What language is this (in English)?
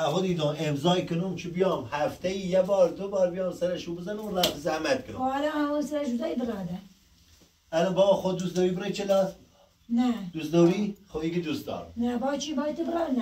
Persian